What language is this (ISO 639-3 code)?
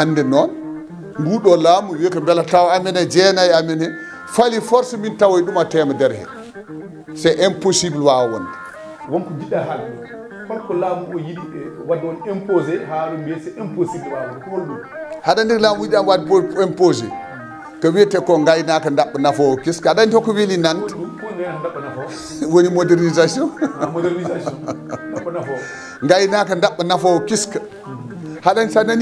ful